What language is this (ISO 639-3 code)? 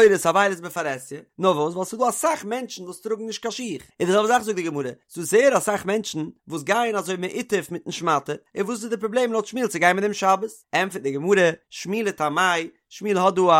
yid